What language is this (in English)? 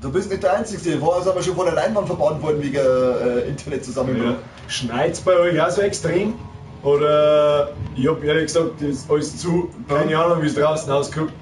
Bavarian